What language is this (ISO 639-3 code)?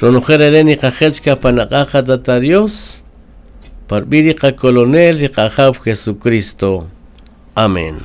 cak